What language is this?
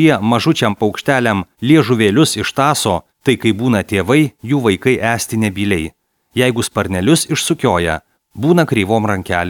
Lithuanian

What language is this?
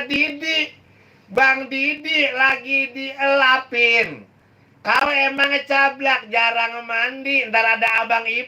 Betawi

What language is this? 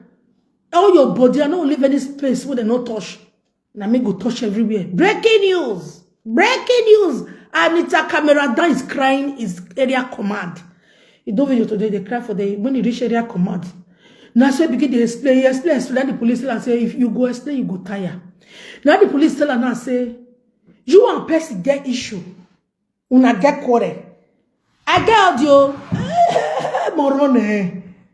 Nigerian Pidgin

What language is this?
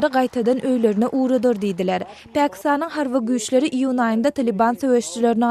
Turkmen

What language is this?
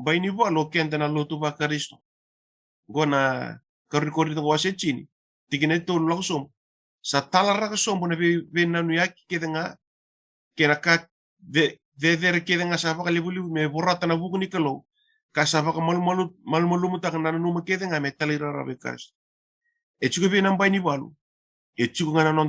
Fijian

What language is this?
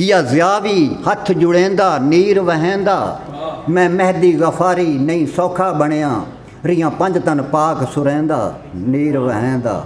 Saraiki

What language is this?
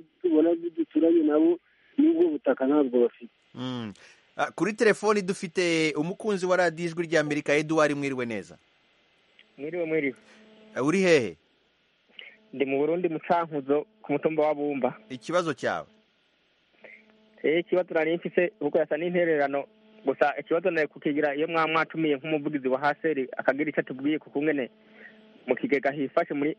Kinyarwanda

